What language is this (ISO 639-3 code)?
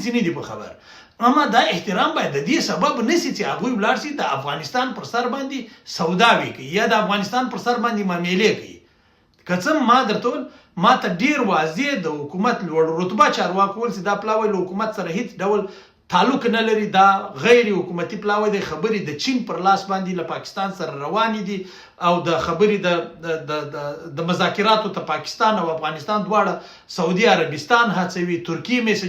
pus